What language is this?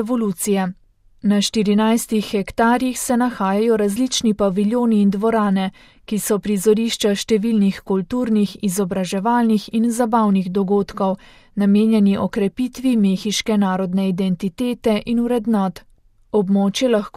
Slovenian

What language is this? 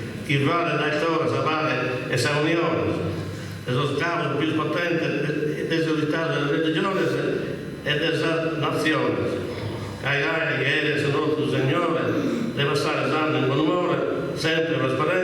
Sardinian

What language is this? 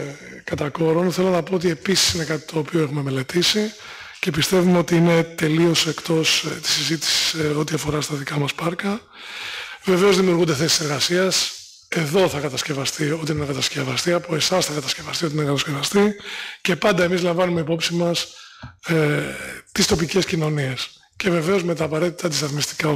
Greek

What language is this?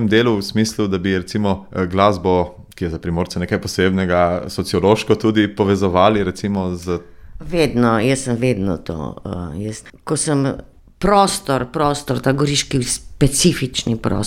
Slovenian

